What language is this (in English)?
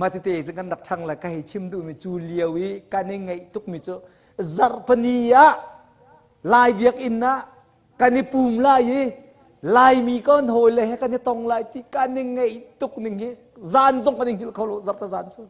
Hakha Chin